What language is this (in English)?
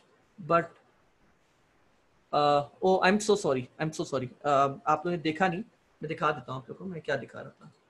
Hindi